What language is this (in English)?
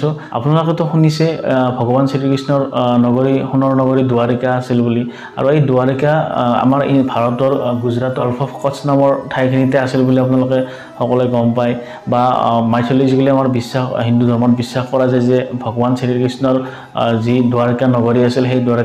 Assamese